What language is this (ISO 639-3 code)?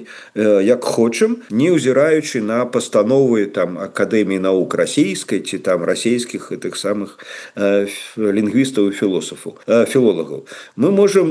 bel